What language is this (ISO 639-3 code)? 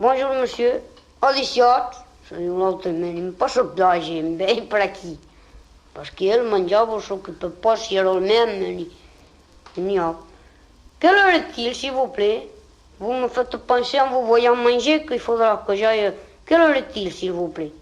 oci